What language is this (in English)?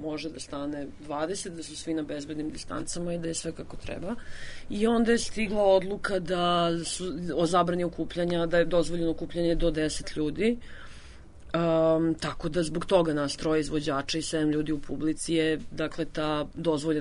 Serbian